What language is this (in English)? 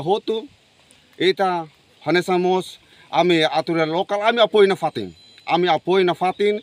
Tetum